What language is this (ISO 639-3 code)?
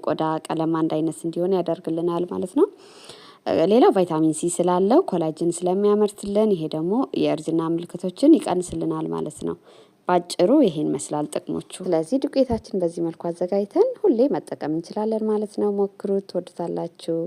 amh